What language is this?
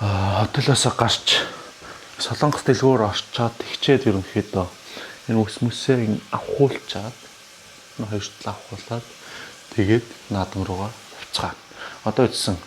Mongolian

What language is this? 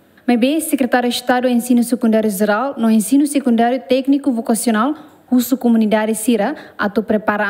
Tetum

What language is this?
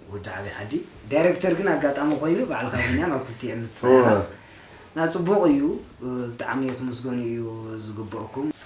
Tigrinya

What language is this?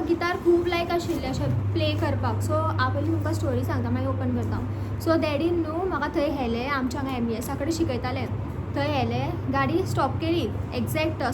Konkani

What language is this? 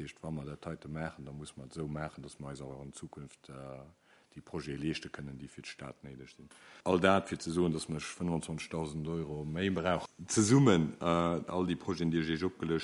Luxembourgish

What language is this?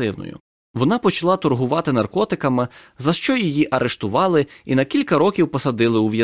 Ukrainian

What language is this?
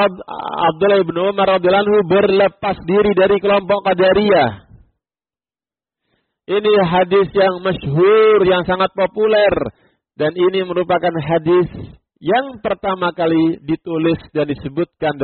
Indonesian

